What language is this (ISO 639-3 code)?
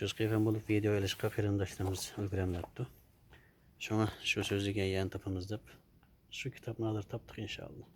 uig